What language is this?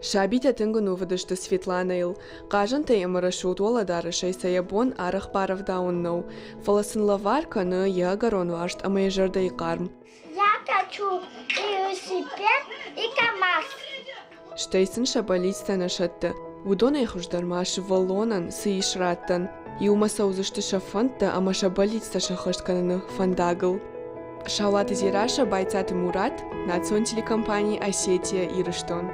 Ossetic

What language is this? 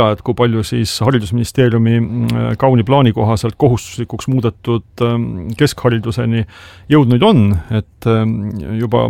Estonian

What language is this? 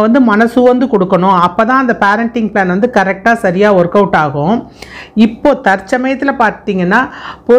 Tamil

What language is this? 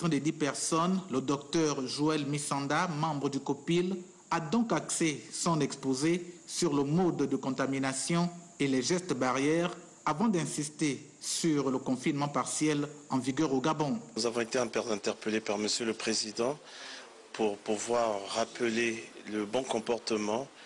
French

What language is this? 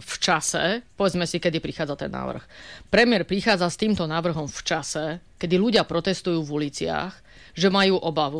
Slovak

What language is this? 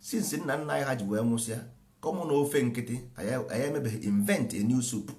Igbo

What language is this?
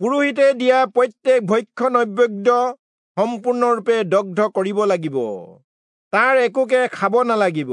Assamese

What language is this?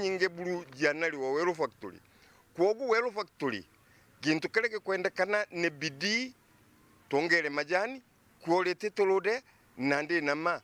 Meru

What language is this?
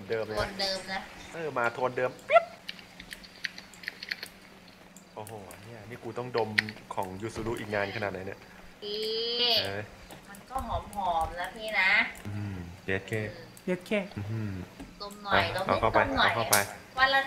Thai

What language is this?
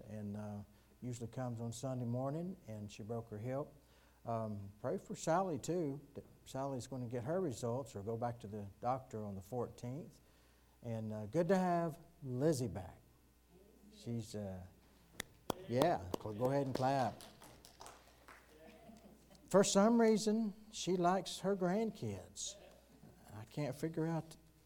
English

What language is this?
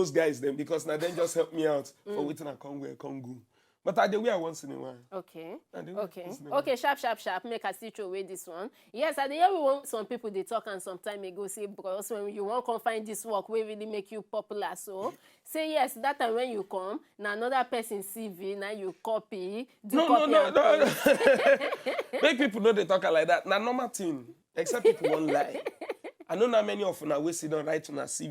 Nigerian Pidgin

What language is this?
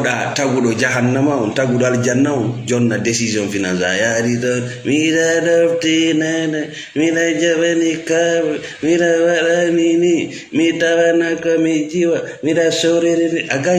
Fula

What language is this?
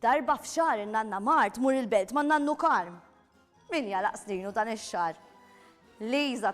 Maltese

